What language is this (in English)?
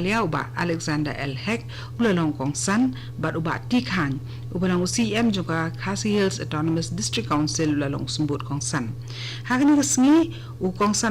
Khasi